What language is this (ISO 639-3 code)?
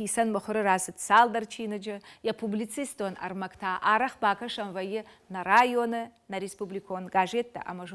oss